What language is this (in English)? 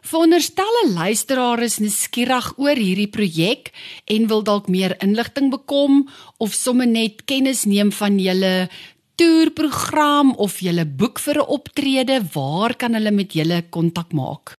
Afrikaans